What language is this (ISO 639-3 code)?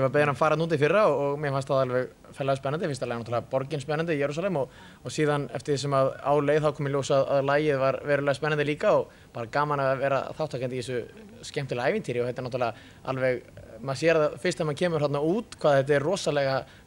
isl